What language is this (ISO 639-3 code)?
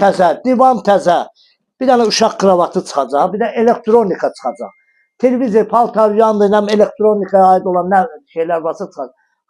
aze